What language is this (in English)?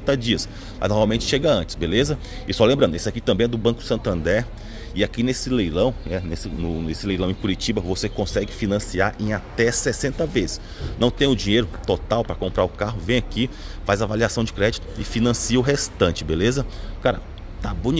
Portuguese